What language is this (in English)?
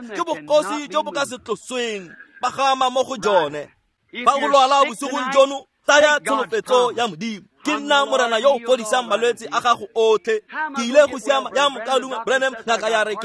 Tswana